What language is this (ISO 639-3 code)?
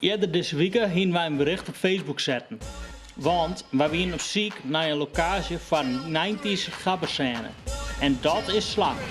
fry